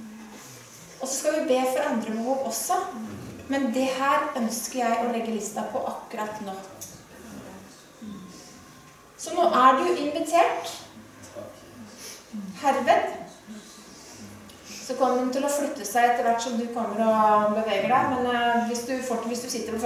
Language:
Norwegian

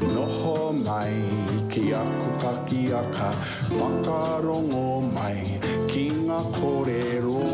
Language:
Māori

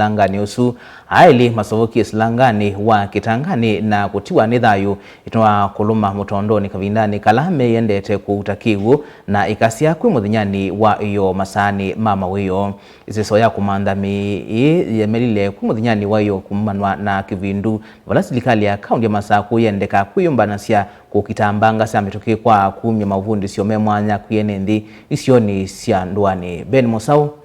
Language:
Kamba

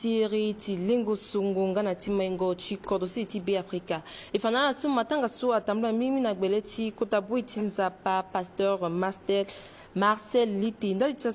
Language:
Sango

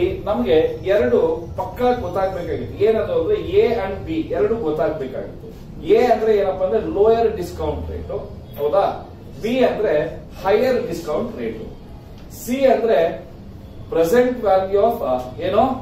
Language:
Kannada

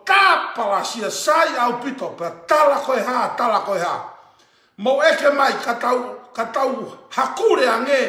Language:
Tongan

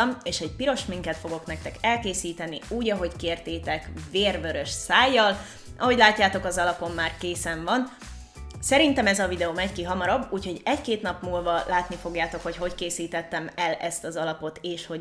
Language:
Hungarian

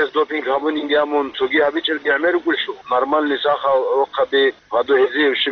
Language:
Avaric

